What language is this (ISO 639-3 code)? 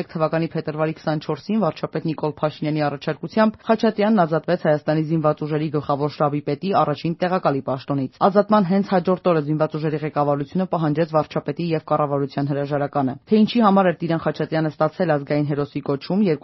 hye